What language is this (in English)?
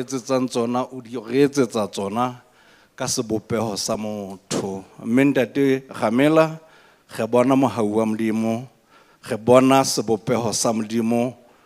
Southern Sotho